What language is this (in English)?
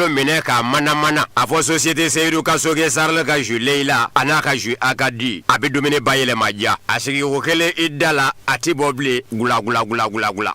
Bambara